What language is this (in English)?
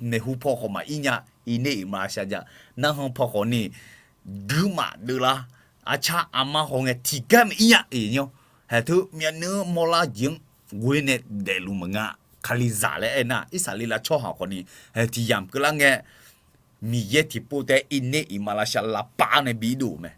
Akha